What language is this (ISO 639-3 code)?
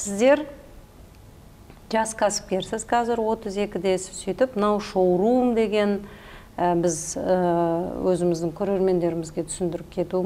kaz